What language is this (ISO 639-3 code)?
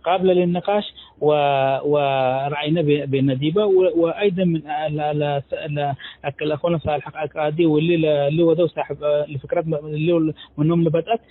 tig